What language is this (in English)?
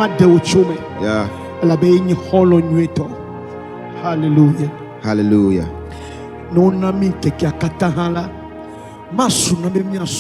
Ewe